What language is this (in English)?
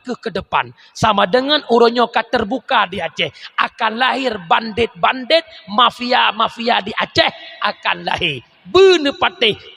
Achinese